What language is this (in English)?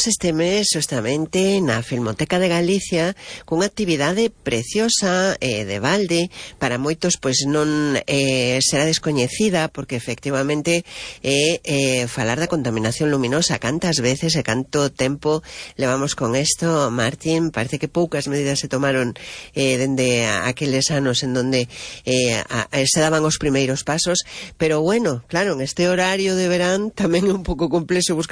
Galician